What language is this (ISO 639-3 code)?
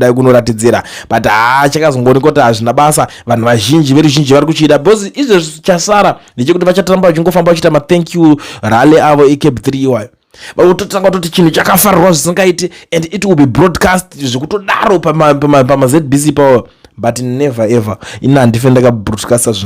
sna